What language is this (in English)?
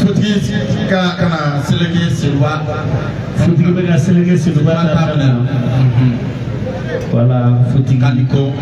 Bambara